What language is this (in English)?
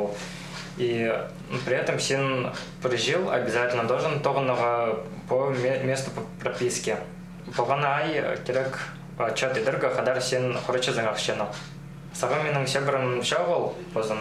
Khakas